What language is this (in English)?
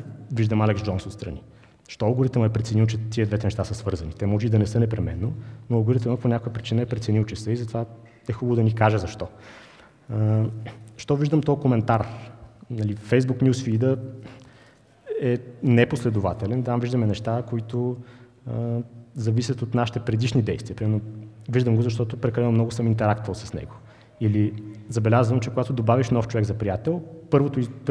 Bulgarian